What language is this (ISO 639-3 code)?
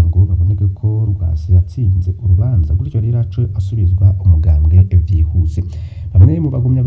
run